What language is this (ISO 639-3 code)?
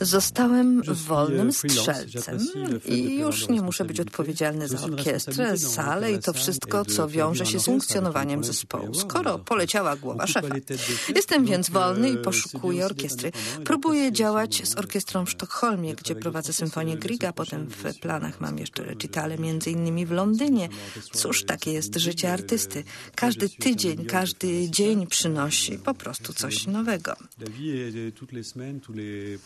pol